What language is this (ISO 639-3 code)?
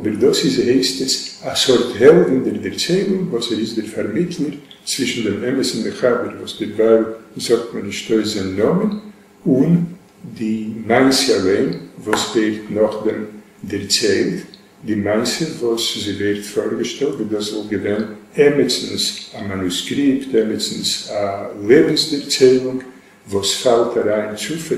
yid